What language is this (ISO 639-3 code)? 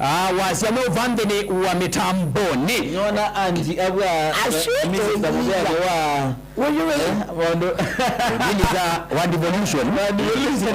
kam